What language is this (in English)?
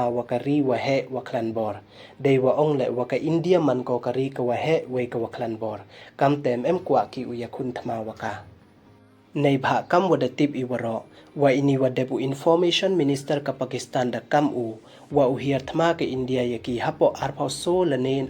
Pnar